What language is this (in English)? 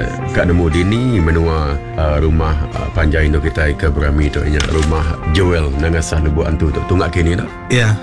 Iban